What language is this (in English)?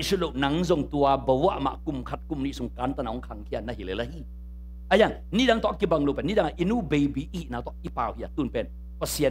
Tedim Chin